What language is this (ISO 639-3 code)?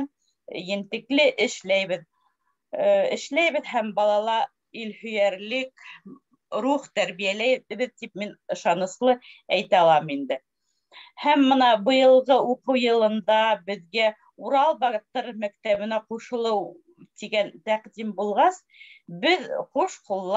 bak